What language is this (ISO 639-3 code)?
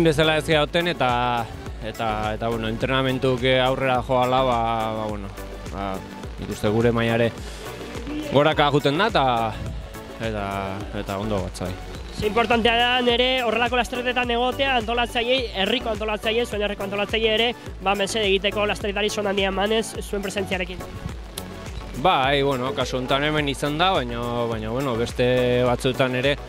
eus